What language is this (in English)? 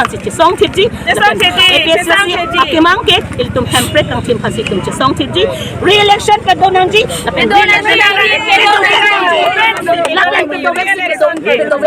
Karbi